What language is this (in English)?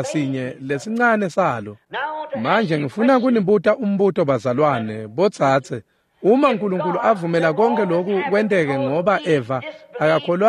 Swati